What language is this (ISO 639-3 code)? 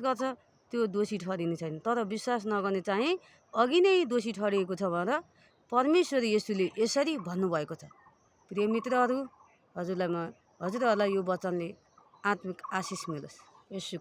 nep